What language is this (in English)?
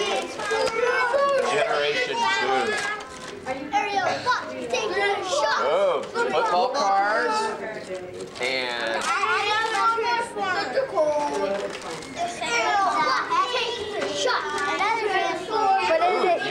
English